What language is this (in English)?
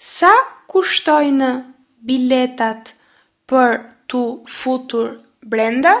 Albanian